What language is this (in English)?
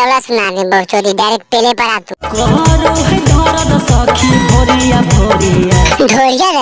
Magahi